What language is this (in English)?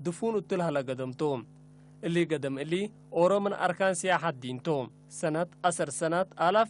Tigre